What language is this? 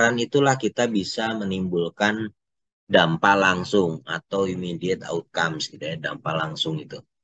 Indonesian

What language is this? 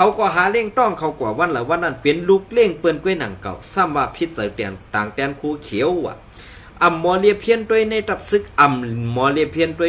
Shan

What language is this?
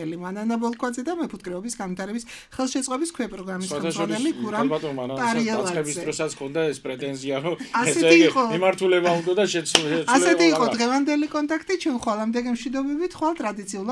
Georgian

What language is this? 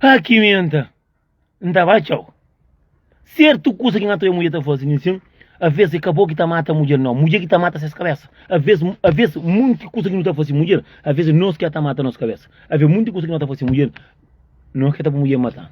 Kabuverdianu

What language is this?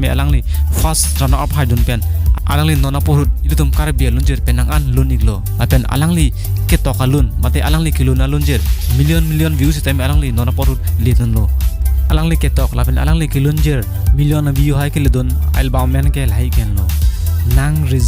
Karbi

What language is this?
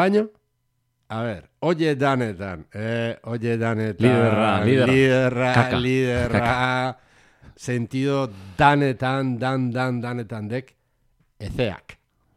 Basque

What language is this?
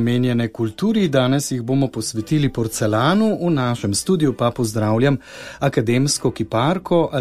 Slovenian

